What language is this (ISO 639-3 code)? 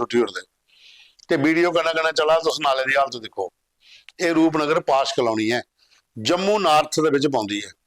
doi